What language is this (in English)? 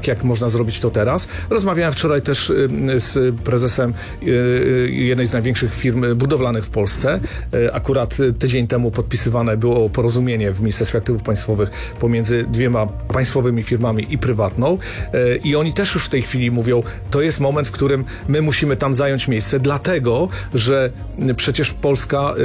Polish